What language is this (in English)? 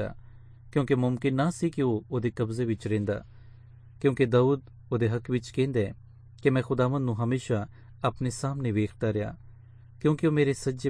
Punjabi